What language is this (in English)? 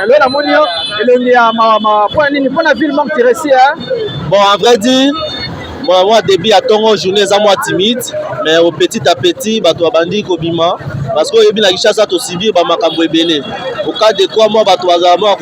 Lingala